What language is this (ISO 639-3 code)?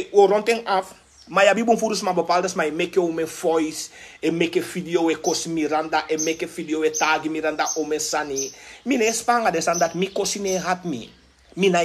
srn